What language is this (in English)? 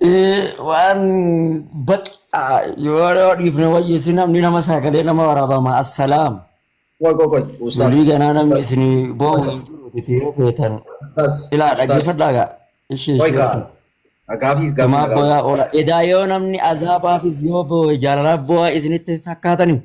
Oromo